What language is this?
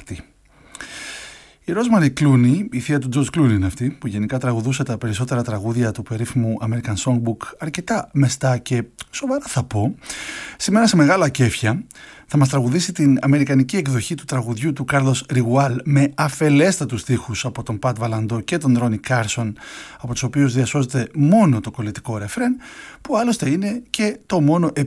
Greek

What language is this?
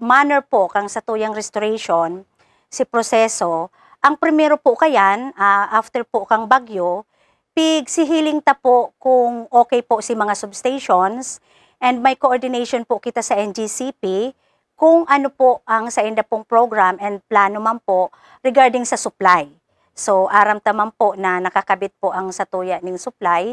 Bikol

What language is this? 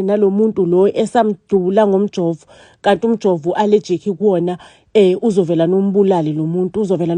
Zulu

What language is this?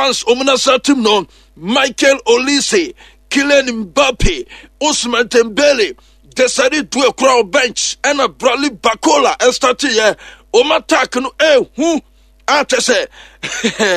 Akan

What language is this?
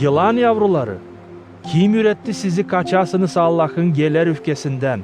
Gagauz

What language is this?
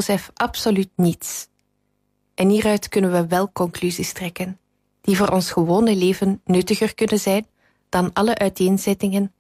Dutch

